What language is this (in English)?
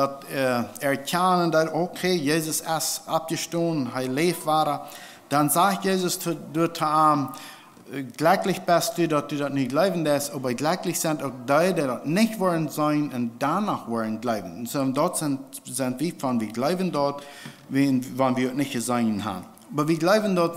Plautdietsch